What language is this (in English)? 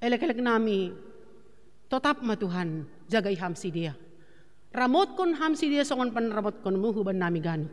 Batak Simalungun